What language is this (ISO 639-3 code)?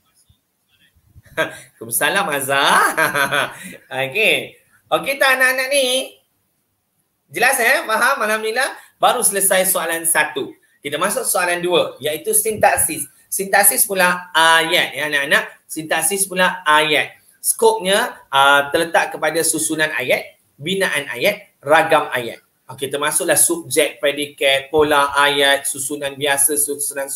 msa